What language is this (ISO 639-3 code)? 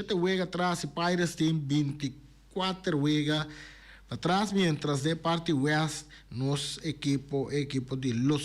pap